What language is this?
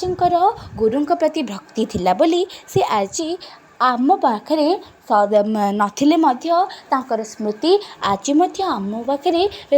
Odia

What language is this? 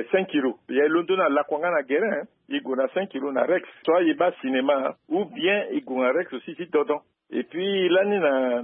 Sango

